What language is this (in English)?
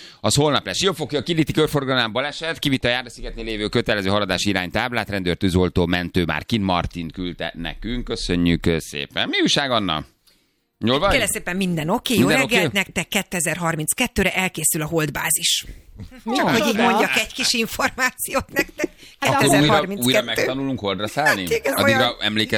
Hungarian